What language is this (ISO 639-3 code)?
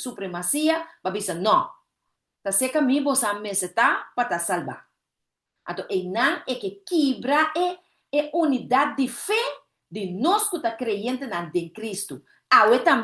pap